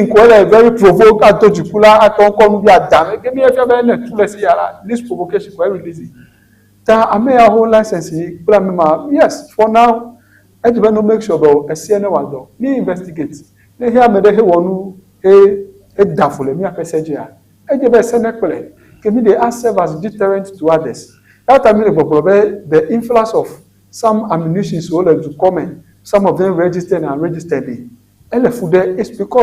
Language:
Ewe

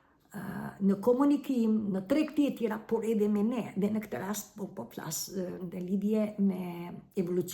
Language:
Albanian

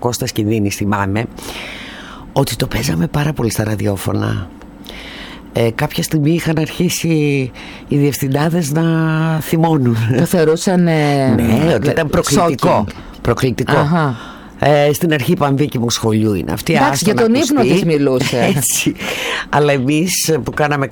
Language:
Greek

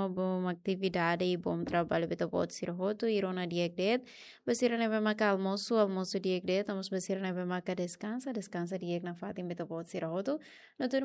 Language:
Tetum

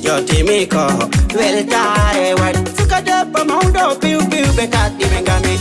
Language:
Fula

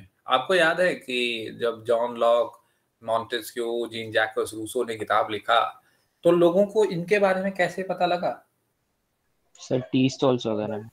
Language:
Hindi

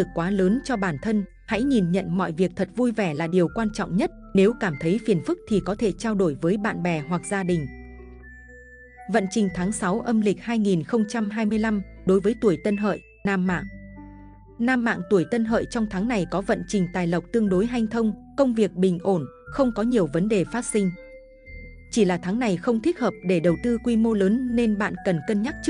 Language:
Vietnamese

